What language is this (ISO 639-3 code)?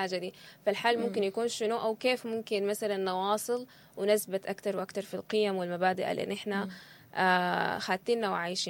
apd